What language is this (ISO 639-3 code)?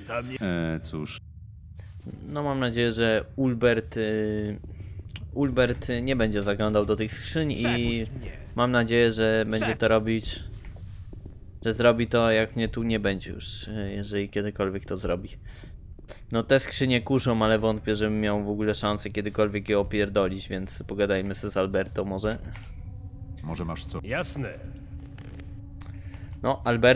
pol